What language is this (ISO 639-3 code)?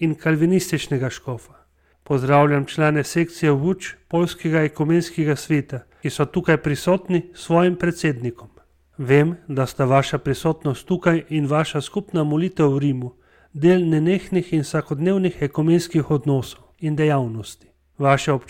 slv